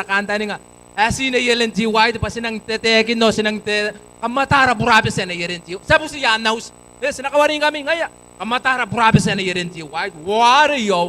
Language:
Gilbertese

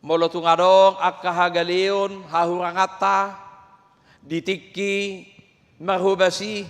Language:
Batak Toba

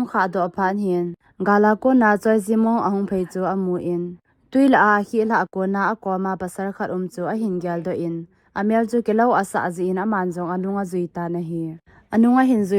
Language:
Thado Chin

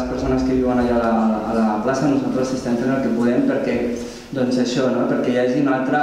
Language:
Catalan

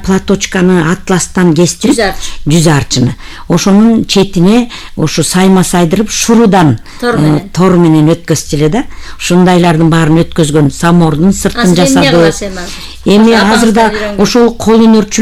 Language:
Kyrgyz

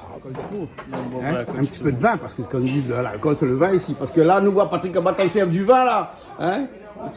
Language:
Réunion Creole French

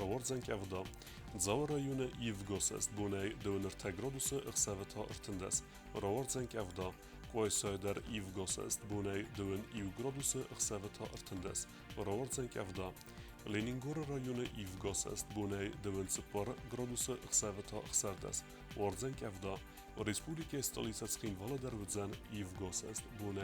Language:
Ossetic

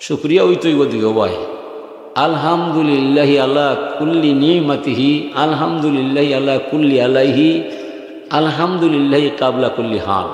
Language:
Sylheti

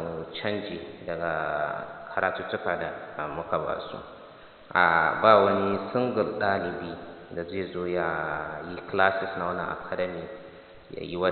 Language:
Hausa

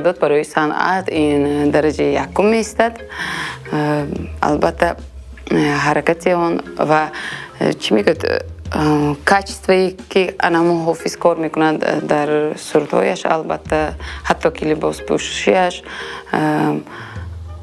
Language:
Tajik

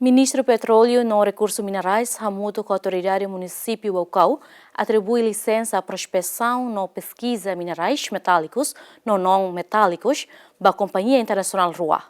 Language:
Tetum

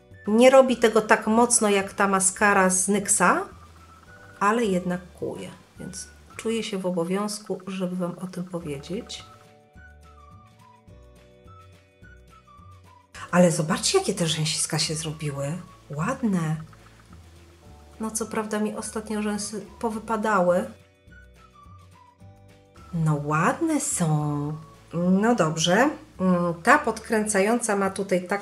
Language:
Polish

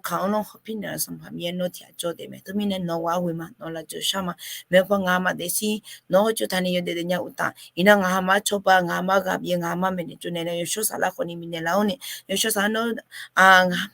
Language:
Akha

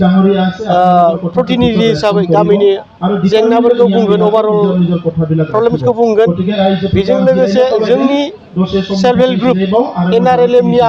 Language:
Bodo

